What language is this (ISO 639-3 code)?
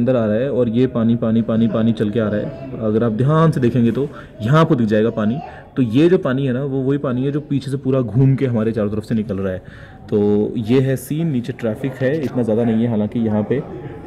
hin